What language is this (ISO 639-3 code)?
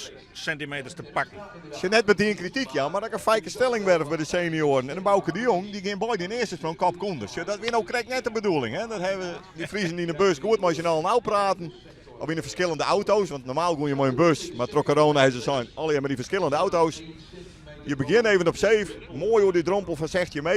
fry